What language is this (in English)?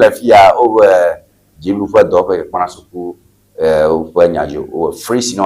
Ewe